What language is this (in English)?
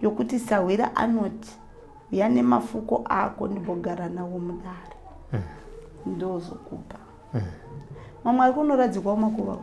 Shona